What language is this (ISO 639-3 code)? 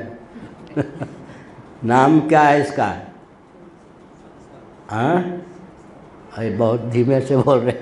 hin